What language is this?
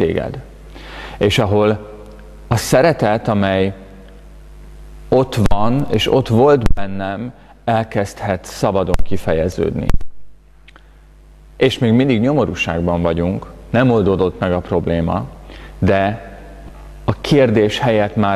Hungarian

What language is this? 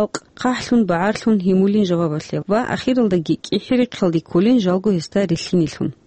Avaric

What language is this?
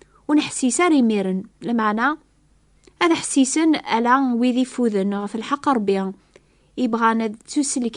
Kabyle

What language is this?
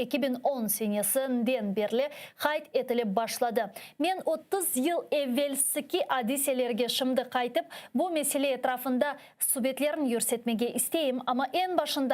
Crimean Tatar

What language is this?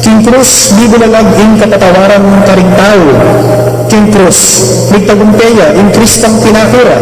Pampanga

